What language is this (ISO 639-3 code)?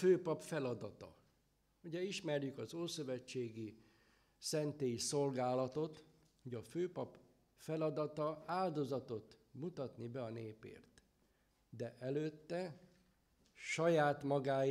hun